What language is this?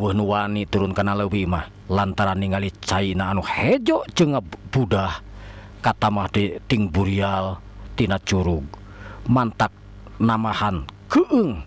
Sundanese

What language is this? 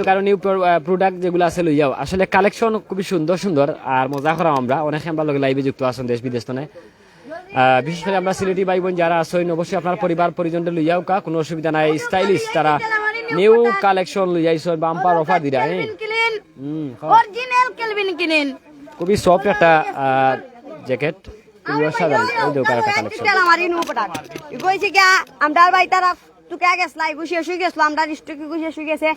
Sylheti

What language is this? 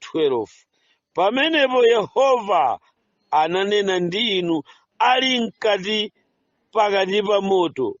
Nyanja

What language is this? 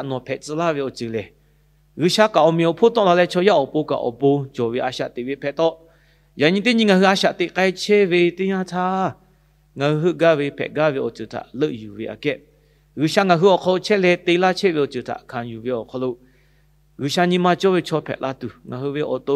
Lahu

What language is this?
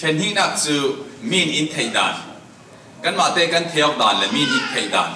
Falam Chin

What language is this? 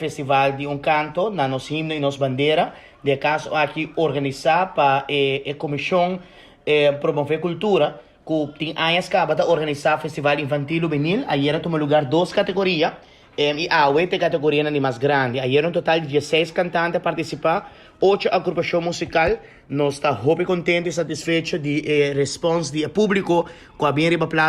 Papiamento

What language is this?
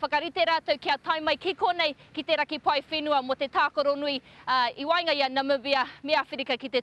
Māori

